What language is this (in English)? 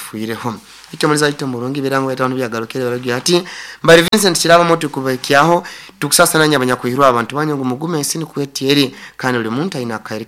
Nyankole